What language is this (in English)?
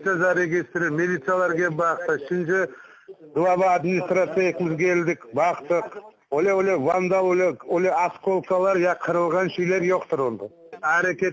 Crimean Tatar